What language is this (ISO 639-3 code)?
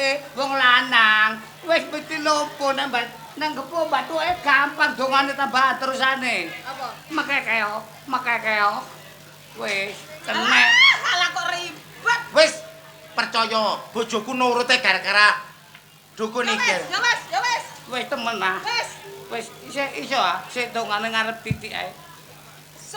jav